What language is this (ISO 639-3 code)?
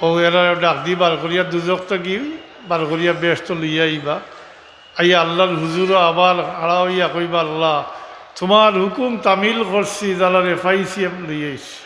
syl